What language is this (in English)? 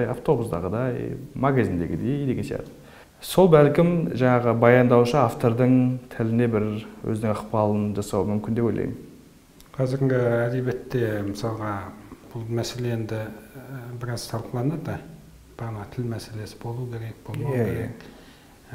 Kazakh